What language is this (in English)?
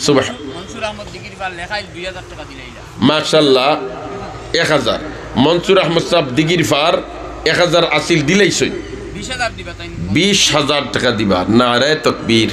Sylheti